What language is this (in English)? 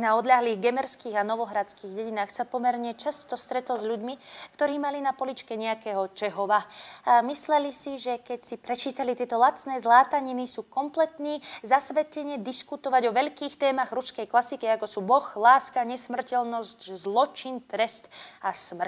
Slovak